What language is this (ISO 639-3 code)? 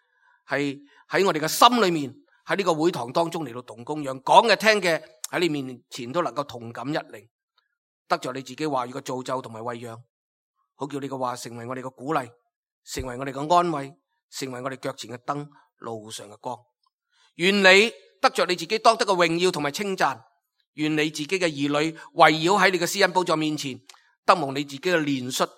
yue